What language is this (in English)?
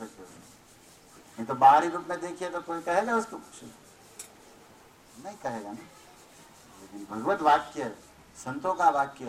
Hindi